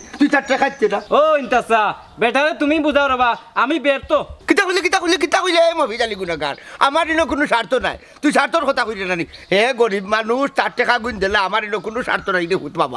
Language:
Sylheti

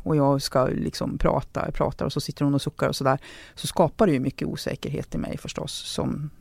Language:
Swedish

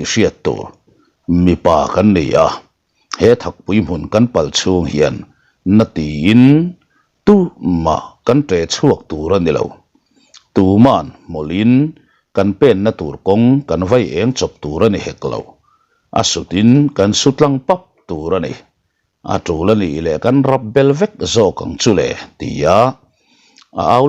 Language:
Mizo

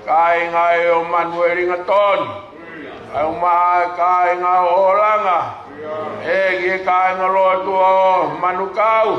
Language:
Tongan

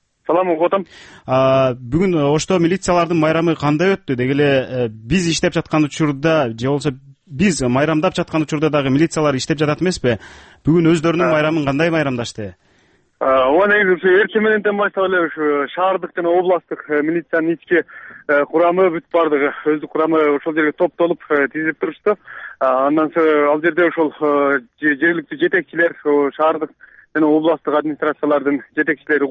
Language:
Kyrgyz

